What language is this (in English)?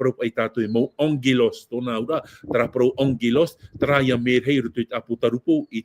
Tahitian